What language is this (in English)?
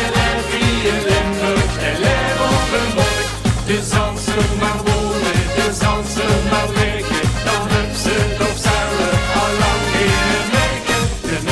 Limburgish